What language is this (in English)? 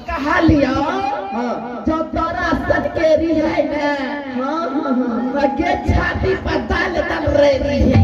Angika